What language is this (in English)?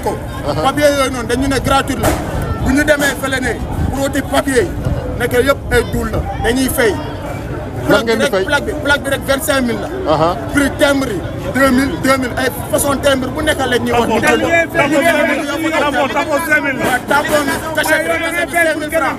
Wolof